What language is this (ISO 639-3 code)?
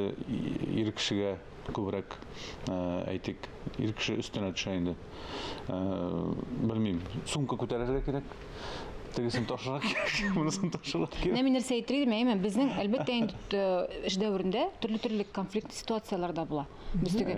tat